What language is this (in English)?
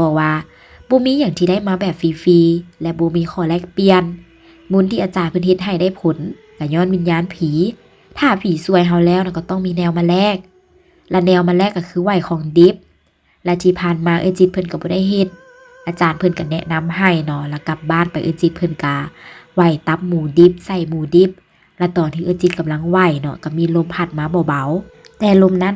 Lao